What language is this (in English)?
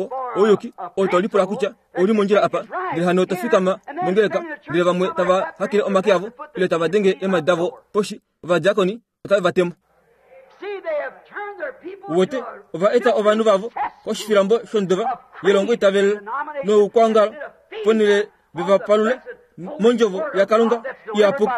Kuanyama